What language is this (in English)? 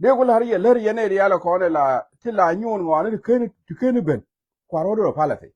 Nuer